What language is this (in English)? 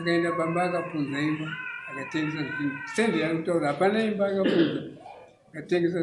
Shona